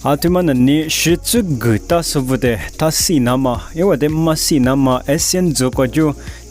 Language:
Lisu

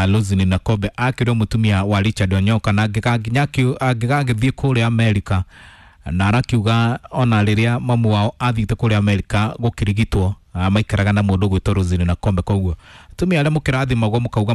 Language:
Kikuyu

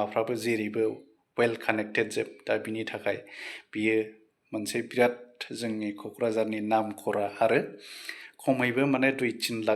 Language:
Bodo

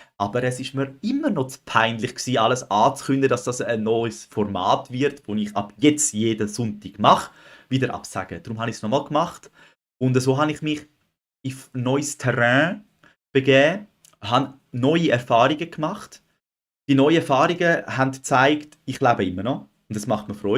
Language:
Swiss German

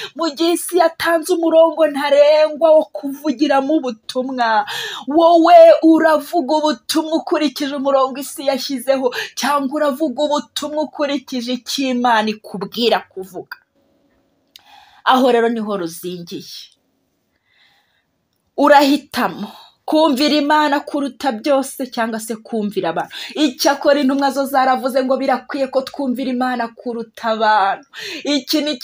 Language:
Kinyarwanda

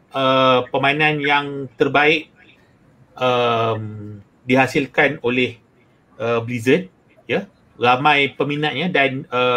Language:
Malay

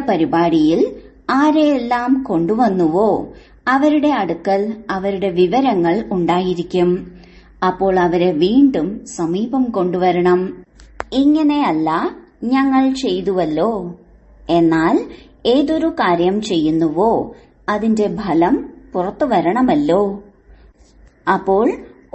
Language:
Malayalam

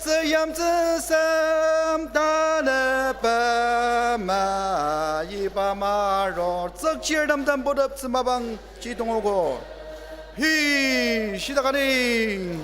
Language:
Ao Naga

